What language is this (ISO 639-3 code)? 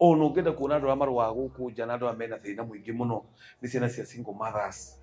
kik